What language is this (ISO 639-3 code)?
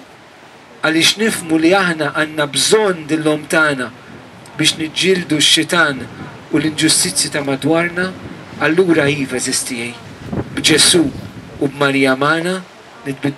mlt